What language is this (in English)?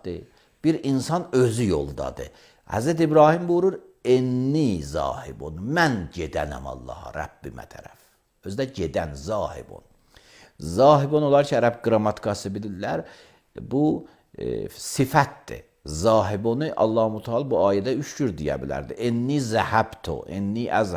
Azerbaijani